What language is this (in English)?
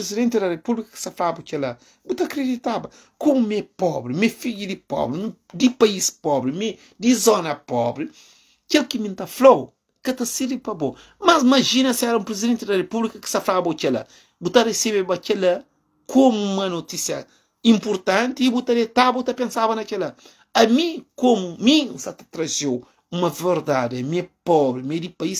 Kabuverdianu